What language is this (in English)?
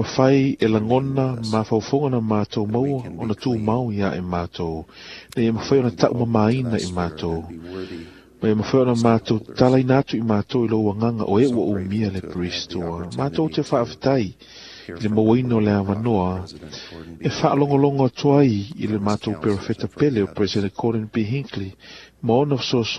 Samoan